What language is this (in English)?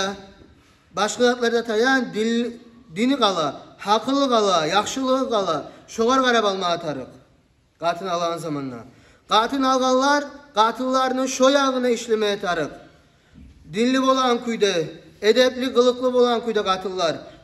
Kumyk